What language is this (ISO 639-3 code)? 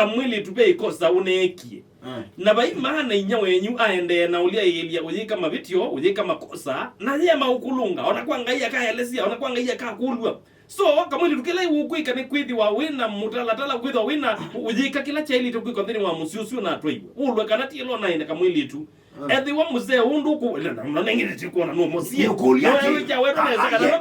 kam